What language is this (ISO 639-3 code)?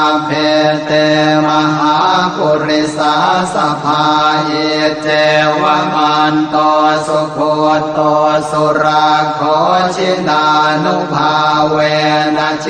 pli